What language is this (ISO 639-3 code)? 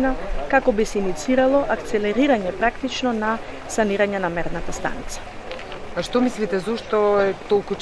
mkd